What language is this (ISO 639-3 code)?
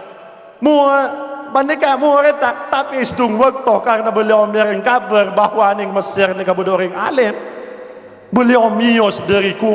mad